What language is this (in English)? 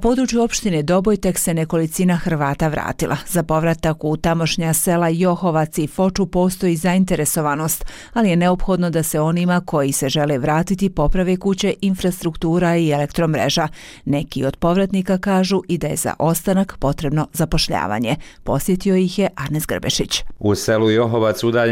Bosnian